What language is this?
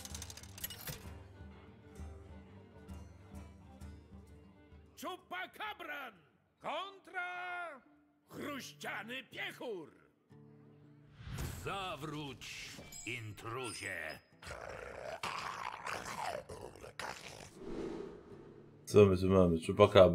Polish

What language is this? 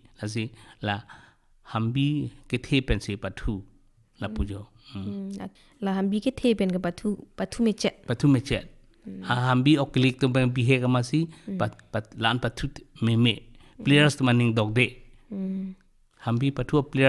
Karbi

